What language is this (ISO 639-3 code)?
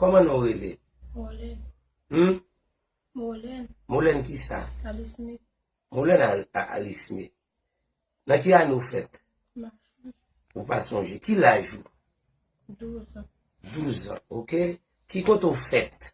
hat